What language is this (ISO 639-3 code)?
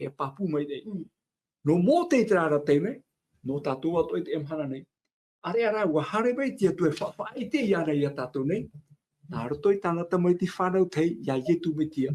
tah